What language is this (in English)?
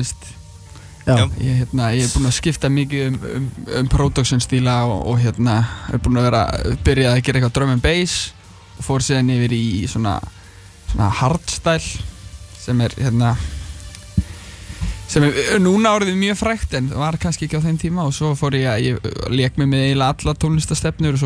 Icelandic